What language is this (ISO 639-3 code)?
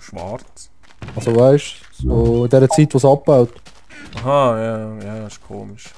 gsw